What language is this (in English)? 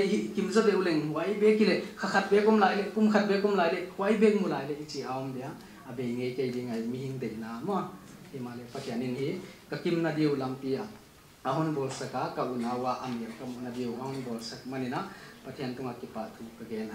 Paite Chin